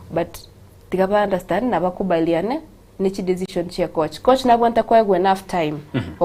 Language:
Gusii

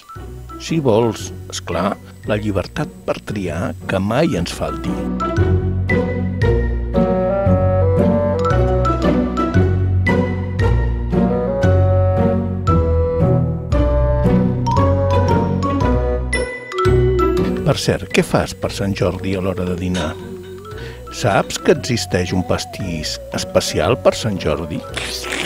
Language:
Catalan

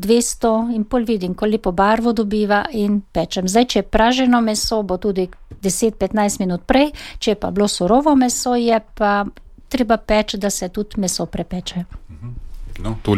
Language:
Slovenian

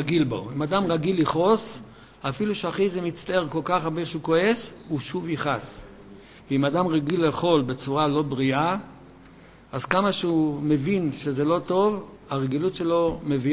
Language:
Hebrew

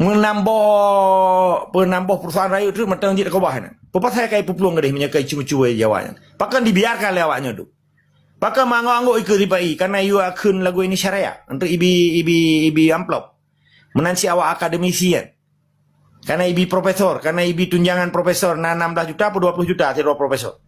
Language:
Achinese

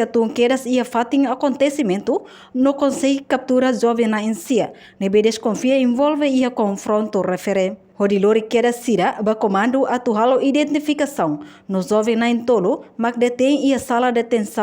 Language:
Tetum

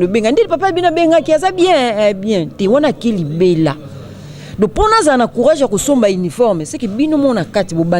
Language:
Lingala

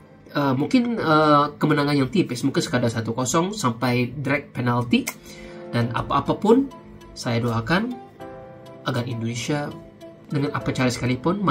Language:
Malay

